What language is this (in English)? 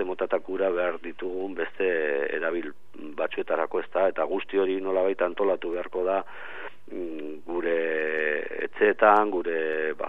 Basque